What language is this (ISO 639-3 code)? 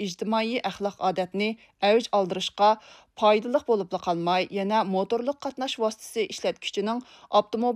uig